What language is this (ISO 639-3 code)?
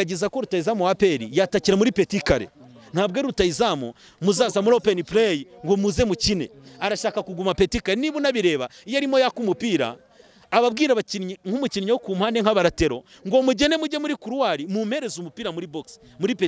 kin